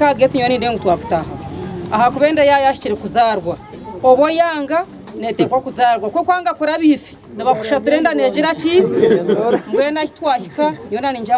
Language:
Nyankole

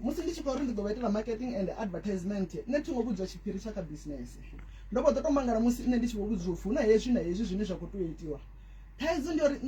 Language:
Venda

